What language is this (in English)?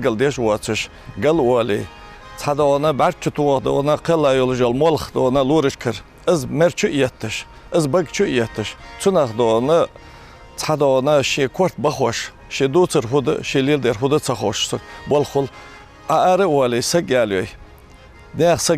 Ingush